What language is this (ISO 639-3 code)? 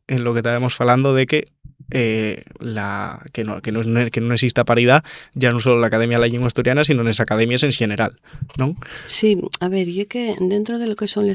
ast